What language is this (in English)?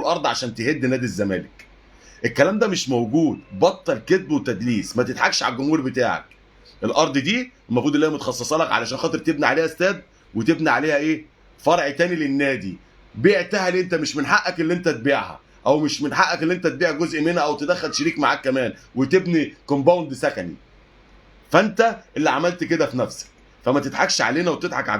Egyptian Arabic